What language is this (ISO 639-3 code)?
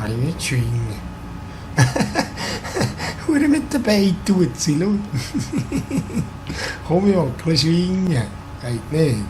gsw